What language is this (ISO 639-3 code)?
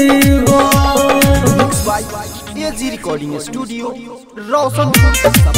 bho